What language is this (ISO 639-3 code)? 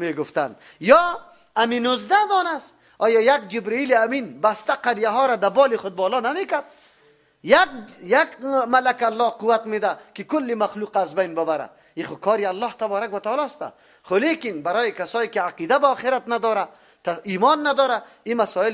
fas